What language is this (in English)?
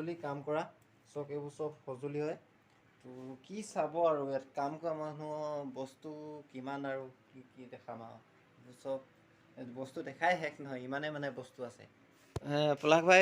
Assamese